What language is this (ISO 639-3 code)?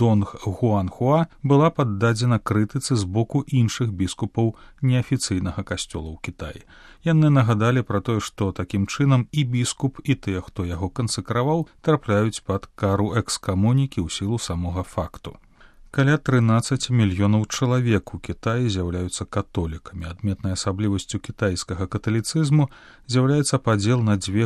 bel